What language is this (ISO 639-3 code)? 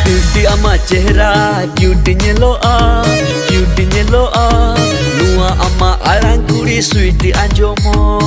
sat